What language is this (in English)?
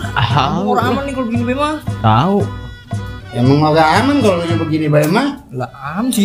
Betawi